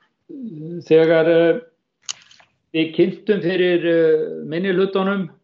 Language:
Icelandic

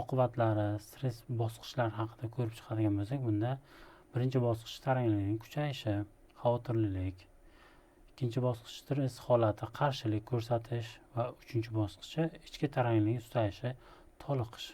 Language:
Uzbek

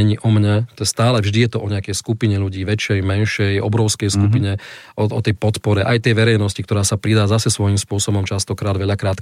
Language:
Slovak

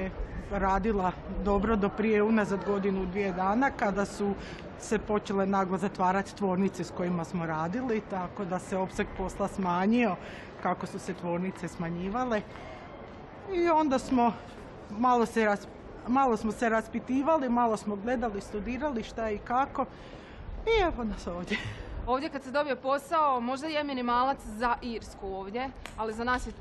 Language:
Croatian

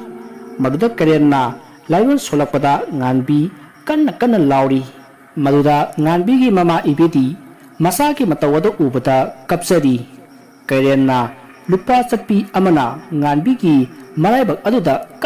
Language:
Manipuri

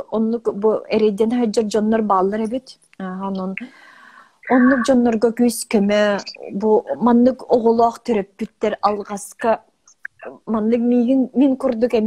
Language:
Yakut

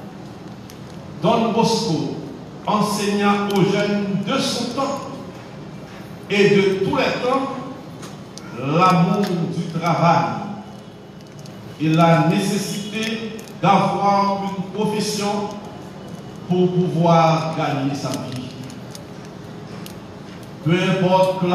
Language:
French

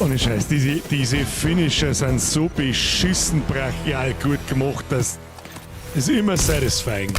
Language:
Bavarian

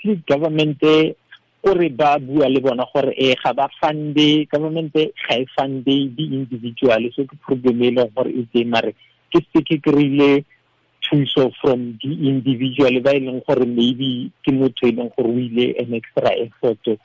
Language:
Tswana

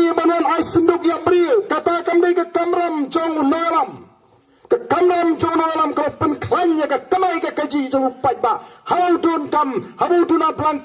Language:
Khasi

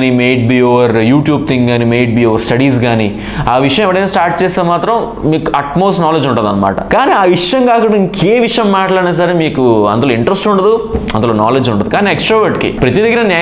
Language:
Telugu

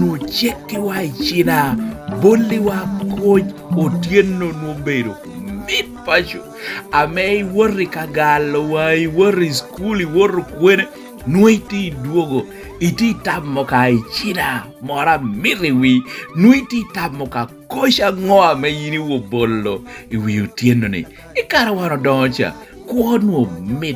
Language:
Lango (Uganda)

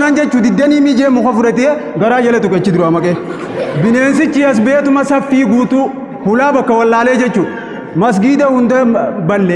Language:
Oromo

